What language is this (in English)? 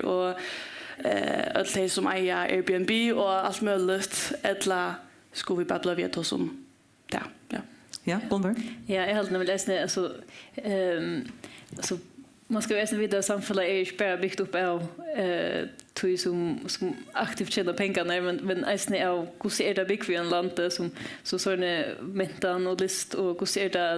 Faroese